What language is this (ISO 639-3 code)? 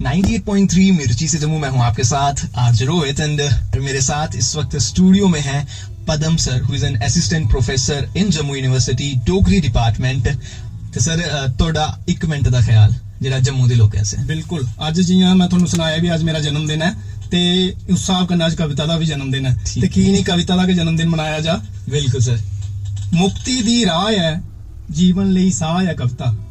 doi